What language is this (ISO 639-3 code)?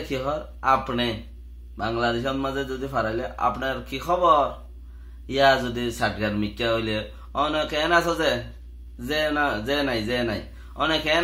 rhg